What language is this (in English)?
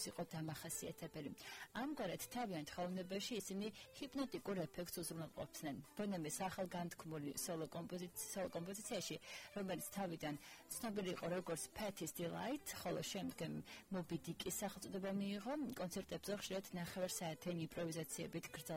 Georgian